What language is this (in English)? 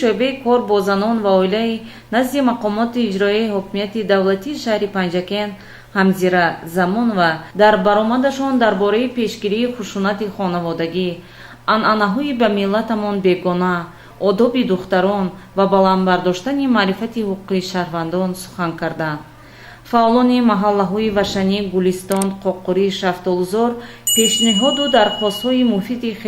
Tajik